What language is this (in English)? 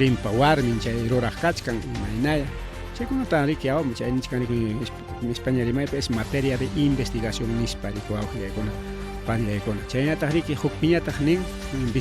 Ayacucho Quechua